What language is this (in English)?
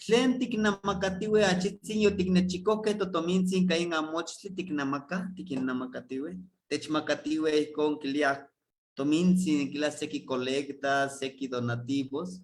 Eastern Huasteca Nahuatl